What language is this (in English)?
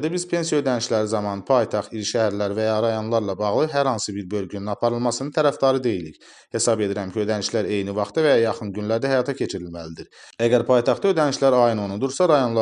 Azerbaijani